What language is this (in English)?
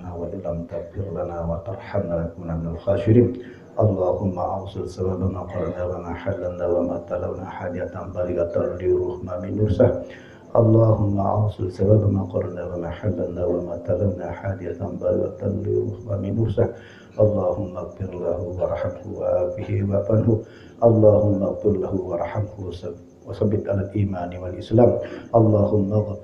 Sasak